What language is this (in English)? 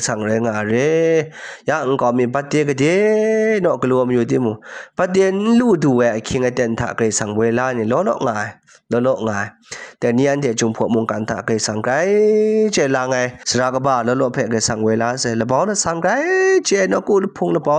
Kachin